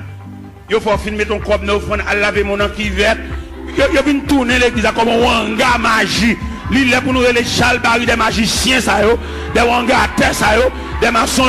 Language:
Haitian Creole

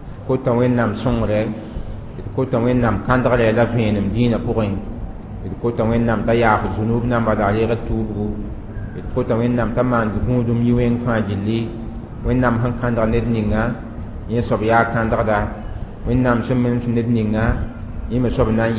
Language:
Mossi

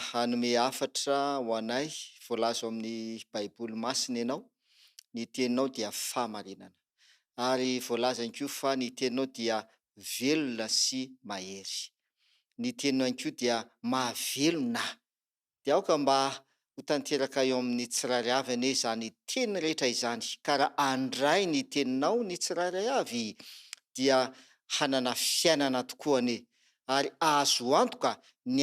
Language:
Malagasy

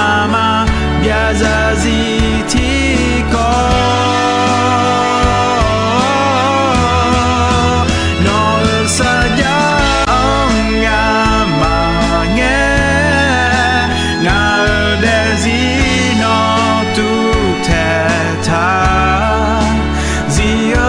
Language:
Akha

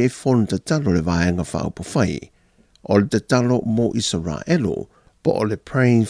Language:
Samoan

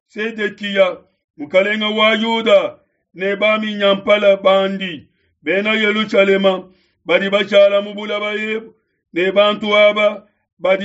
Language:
Luba-Lulua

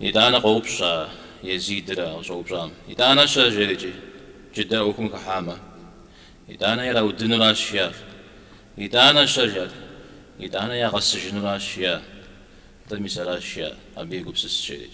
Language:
Kabardian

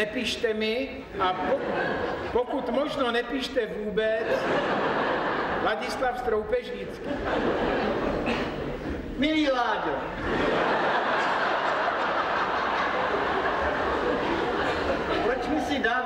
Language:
Czech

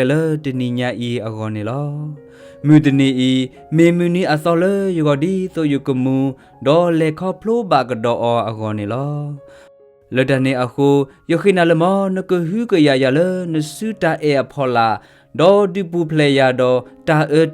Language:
S'gaw Karen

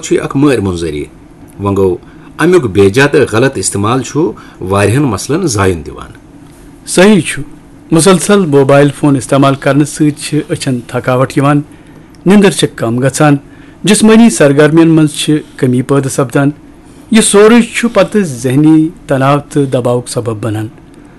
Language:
Kashmiri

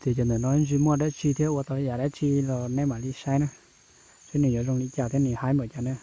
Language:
Hmong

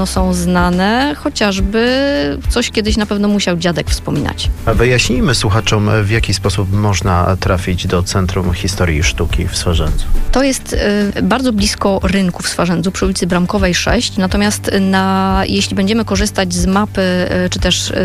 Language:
Polish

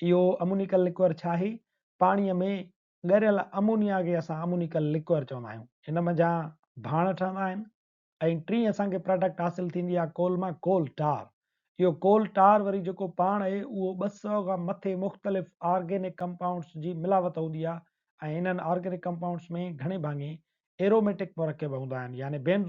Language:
Sindhi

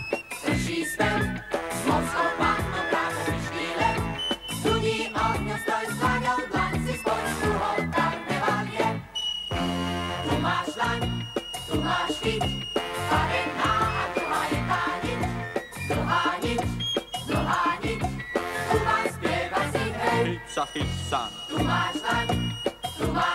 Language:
Slovak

